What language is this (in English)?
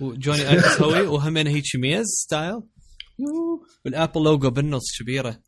Mesopotamian Arabic